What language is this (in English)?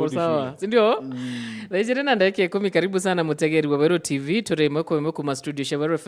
Meru